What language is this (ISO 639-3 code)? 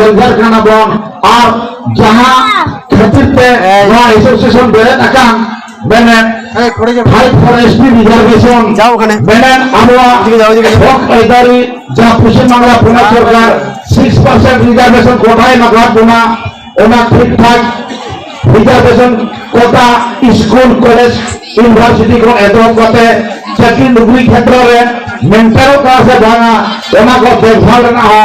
sat